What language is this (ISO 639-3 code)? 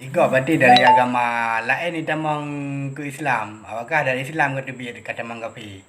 ace